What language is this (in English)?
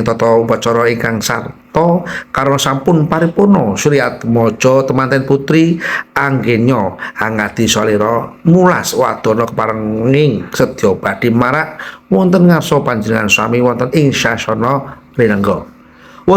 Javanese